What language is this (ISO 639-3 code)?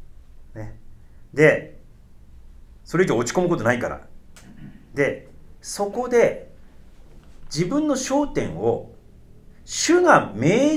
jpn